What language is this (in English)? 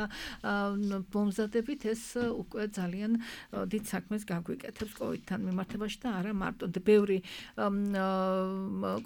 Georgian